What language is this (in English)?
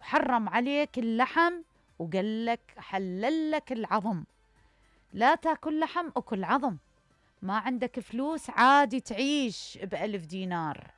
Mesopotamian Arabic